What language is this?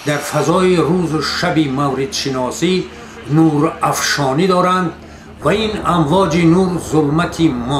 Tajik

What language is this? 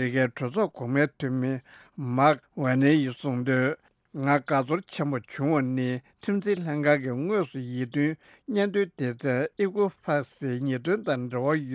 Tibetan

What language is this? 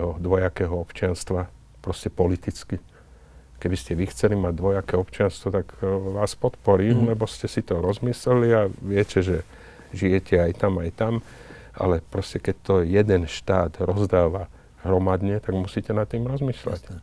Slovak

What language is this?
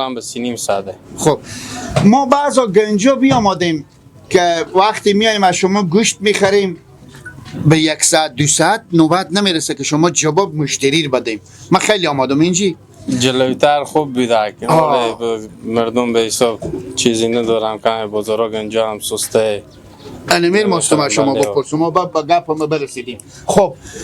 Persian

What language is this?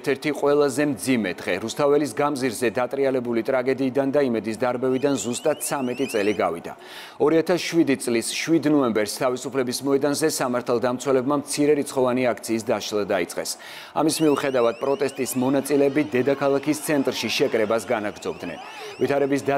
Georgian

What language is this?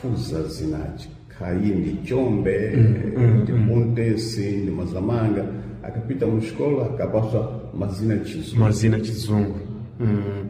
Sena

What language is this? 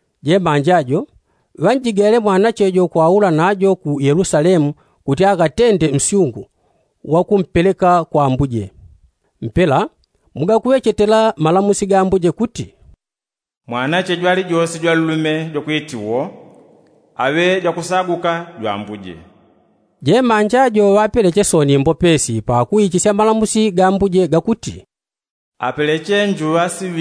Yao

